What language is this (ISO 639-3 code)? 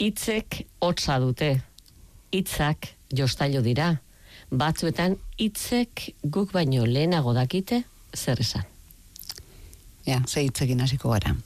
eus